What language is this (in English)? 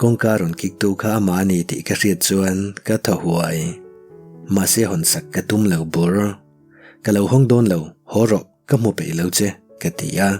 Mizo